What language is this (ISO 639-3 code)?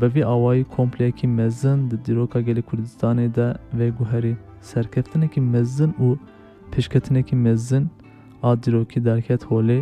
kur